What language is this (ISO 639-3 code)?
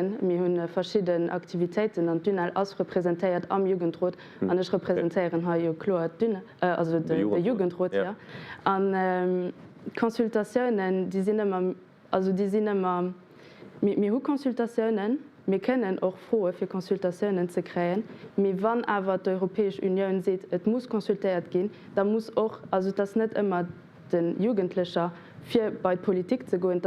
ltz